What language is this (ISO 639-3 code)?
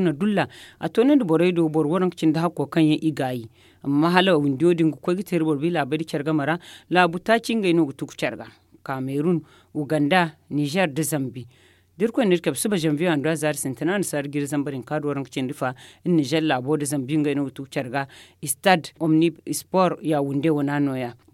dje